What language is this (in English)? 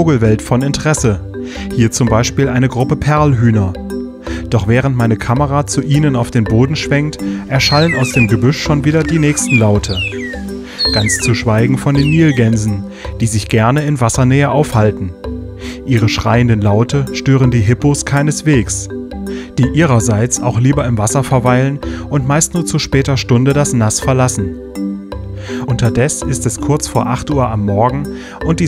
German